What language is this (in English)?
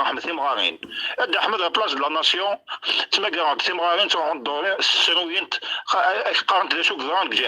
Kabyle